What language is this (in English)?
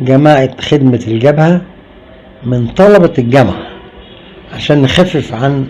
Egyptian Arabic